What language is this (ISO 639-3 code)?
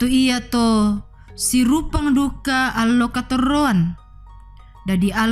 sda